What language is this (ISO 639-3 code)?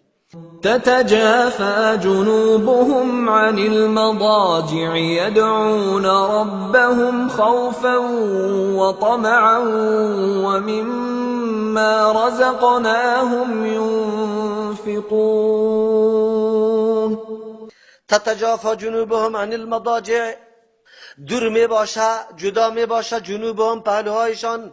fas